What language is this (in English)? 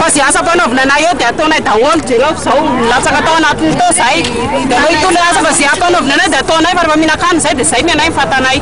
Malagasy